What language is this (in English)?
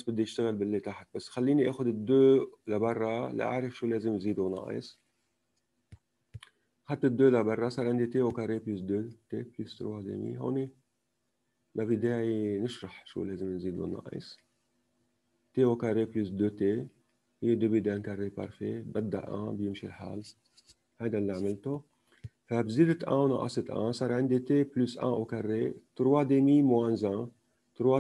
North Levantine Arabic